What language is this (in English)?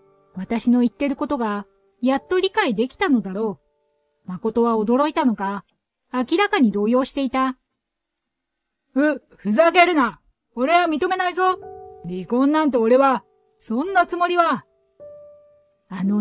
Japanese